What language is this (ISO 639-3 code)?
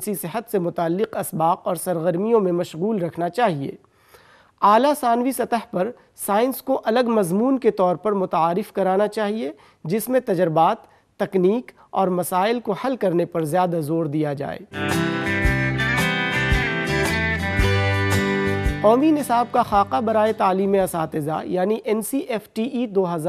urd